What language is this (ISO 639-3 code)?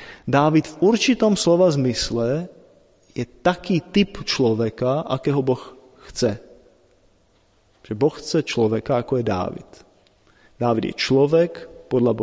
slk